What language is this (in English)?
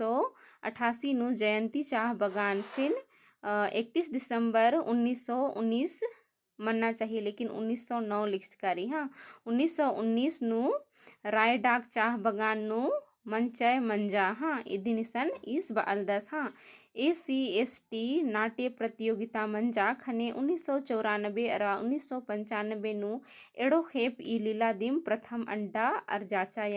Kurukh